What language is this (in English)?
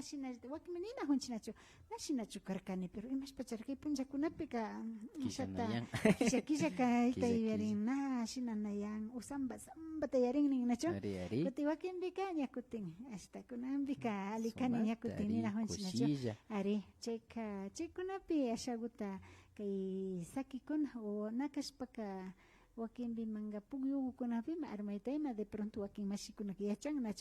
Imbabura Highland Quichua